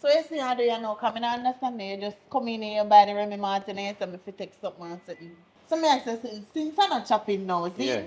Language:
Jamaican Creole English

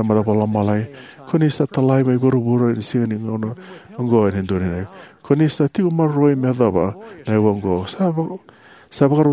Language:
Fijian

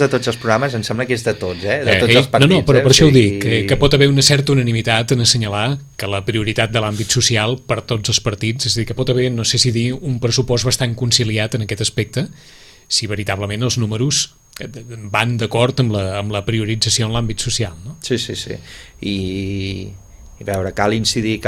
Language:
Catalan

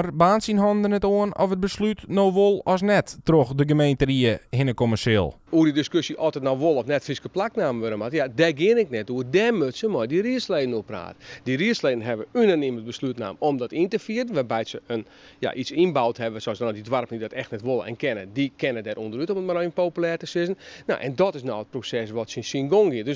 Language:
Western Frisian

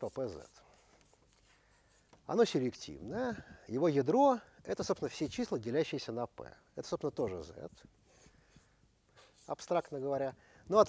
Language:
Russian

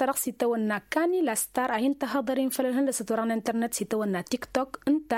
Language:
Tamasheq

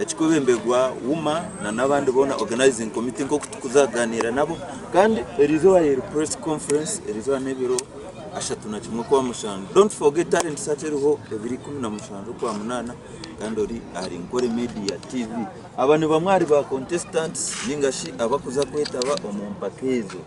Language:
Nyankole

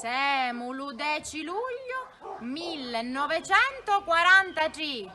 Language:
Sicilian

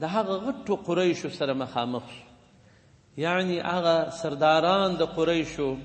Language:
Pashto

